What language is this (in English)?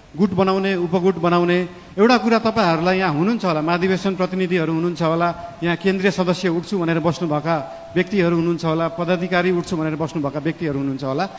Nepali